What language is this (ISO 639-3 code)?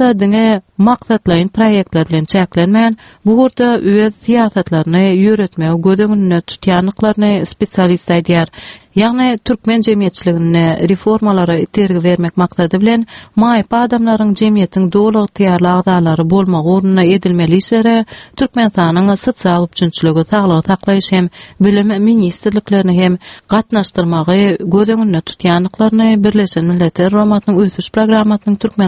tuk